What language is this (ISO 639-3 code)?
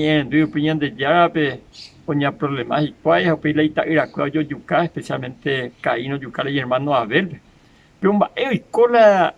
grn